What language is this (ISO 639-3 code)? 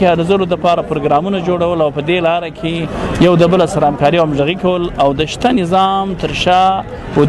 pus